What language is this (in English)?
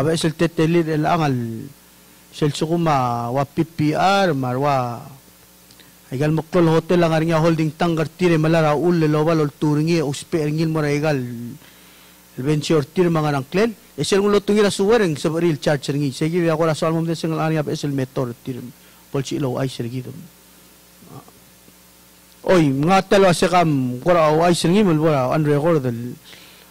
Palauan